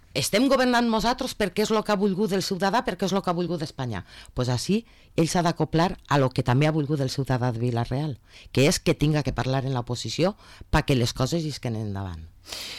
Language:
Catalan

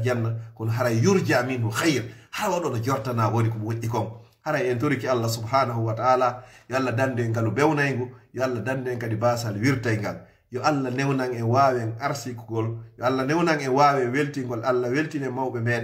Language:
Fula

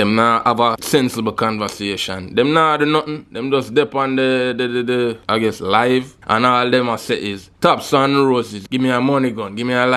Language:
Jamaican Creole English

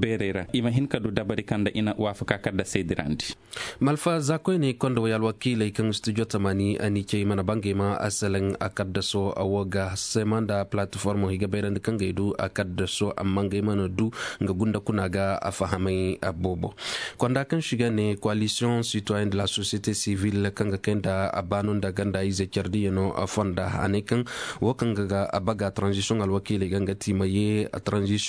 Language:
Koyraboro Senni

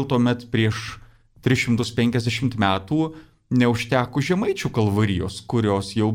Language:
Lithuanian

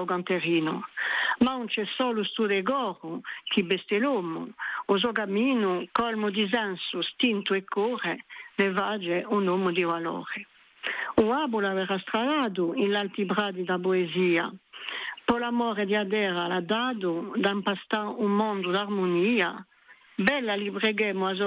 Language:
Corsican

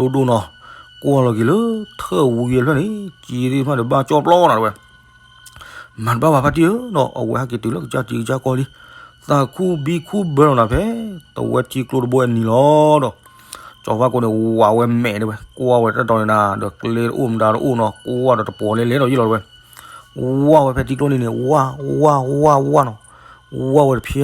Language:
S'gaw Karen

